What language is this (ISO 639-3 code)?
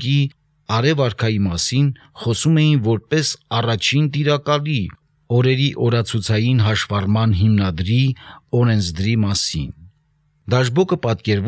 hye